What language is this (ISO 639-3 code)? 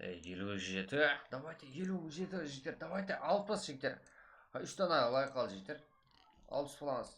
kaa